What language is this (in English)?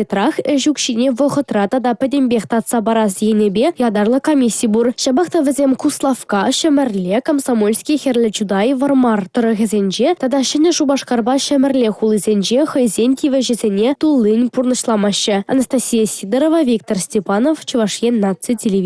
Chuvash